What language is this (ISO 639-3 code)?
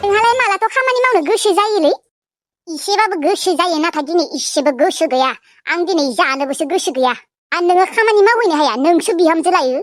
brx